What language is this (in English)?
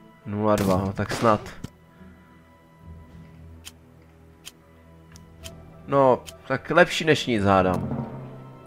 Czech